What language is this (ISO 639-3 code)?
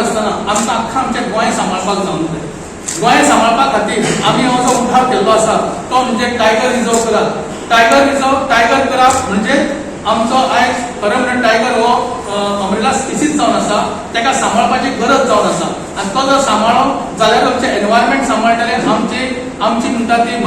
kok